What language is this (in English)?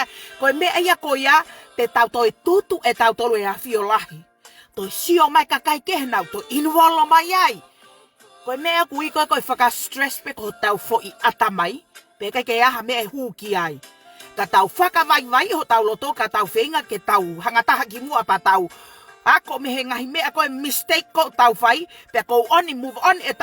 Tongan